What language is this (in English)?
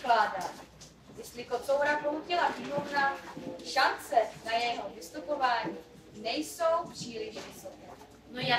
Czech